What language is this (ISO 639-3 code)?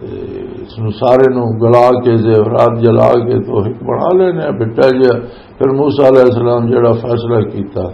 lah